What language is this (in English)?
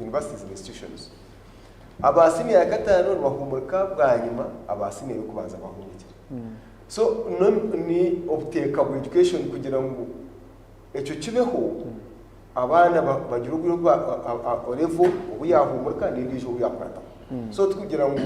Nyankole